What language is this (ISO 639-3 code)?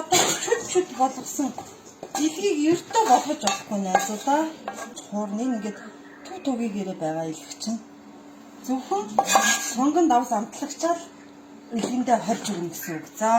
mon